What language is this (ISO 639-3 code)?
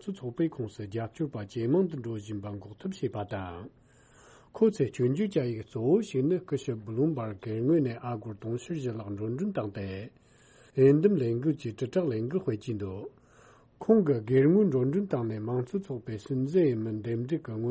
bod